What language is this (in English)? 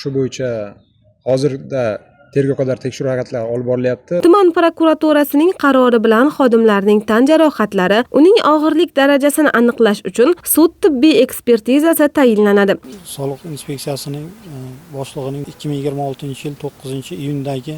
Uzbek